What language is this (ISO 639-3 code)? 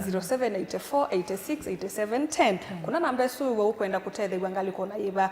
kam